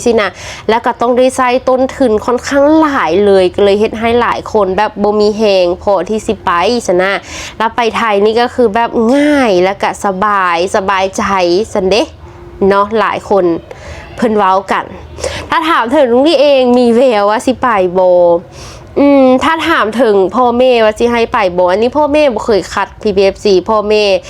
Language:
Lao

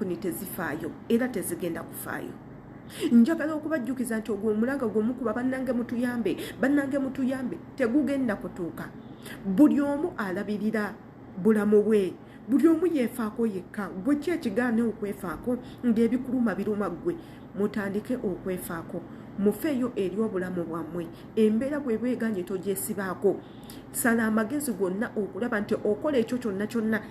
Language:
Ganda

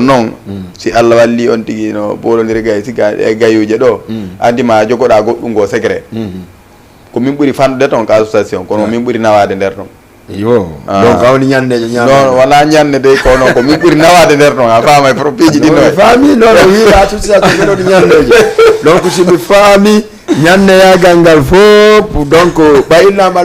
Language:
Fula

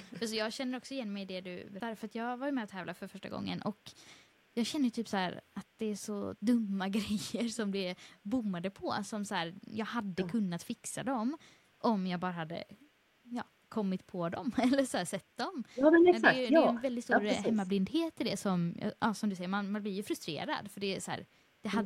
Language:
Swedish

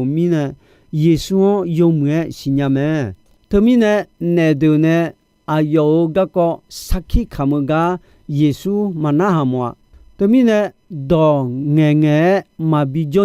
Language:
Akha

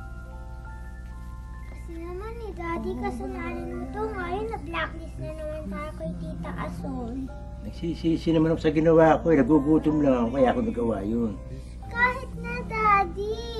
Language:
Filipino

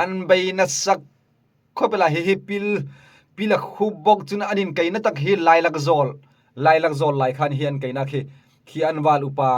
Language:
Hmar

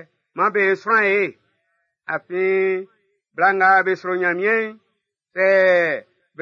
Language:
Baoulé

